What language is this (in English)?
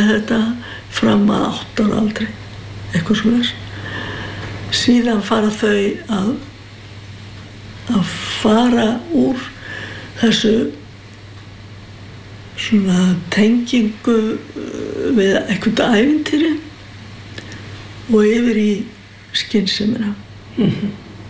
Icelandic